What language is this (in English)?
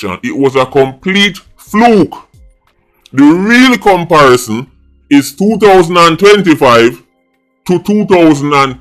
Jamaican Creole English